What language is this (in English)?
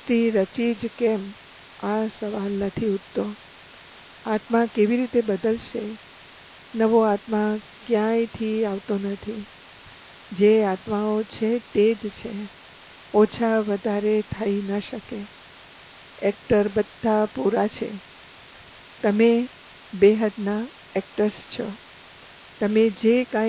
Gujarati